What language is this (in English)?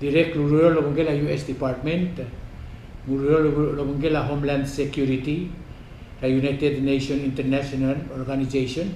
Palauan